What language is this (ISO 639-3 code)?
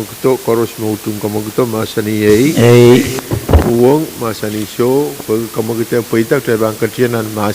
pon